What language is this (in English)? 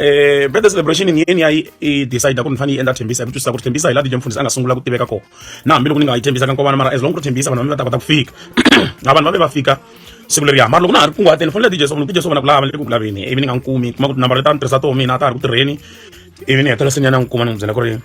Tsonga